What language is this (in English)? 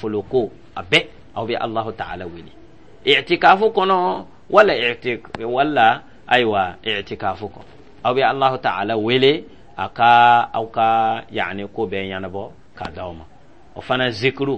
Dyula